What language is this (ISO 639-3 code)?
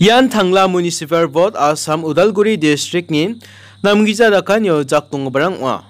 grt